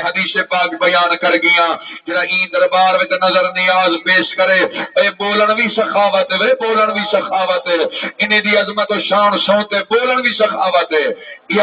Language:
Saraiki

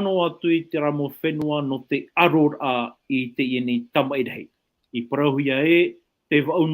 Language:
Tahitian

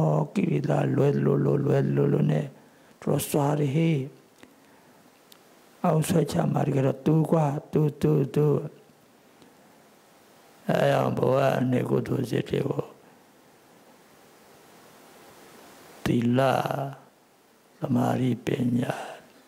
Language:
Burmese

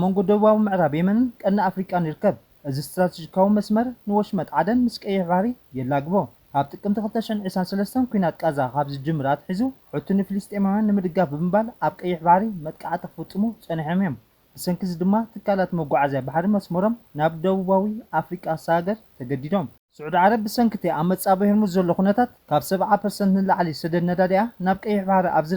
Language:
Tigrinya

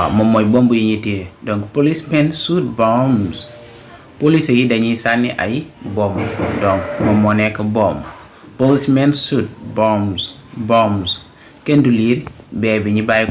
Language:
Wolof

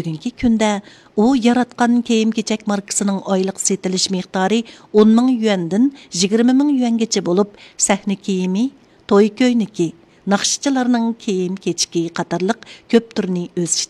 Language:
Uyghur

